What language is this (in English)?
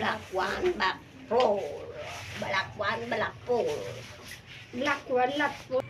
Tausug